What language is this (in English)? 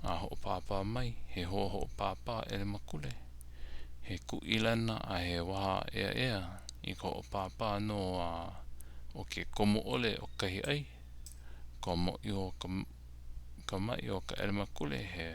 Hawaiian